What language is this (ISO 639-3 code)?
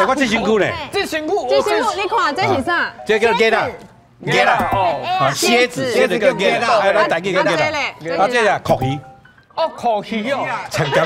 nan